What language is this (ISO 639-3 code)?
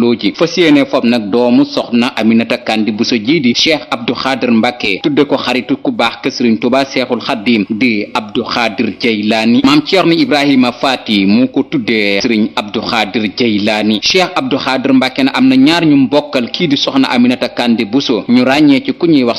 wol